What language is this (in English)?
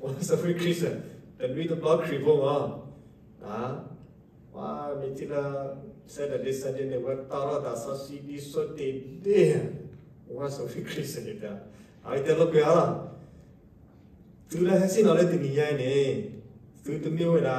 S'gaw Karen